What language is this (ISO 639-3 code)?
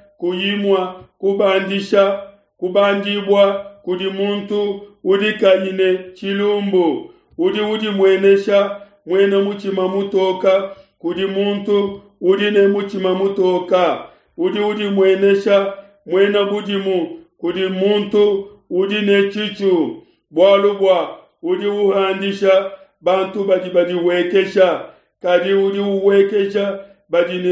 lua